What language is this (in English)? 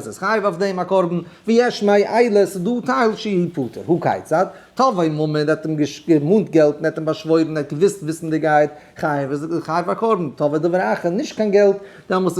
Yiddish